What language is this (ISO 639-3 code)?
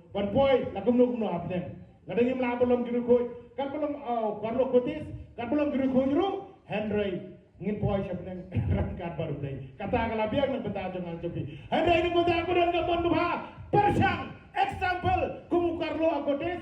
kha